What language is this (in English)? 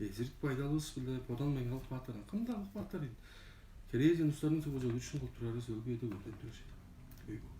Tuvinian